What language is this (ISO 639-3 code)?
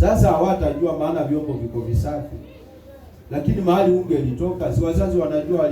swa